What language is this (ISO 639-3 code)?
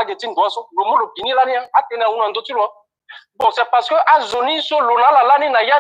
sag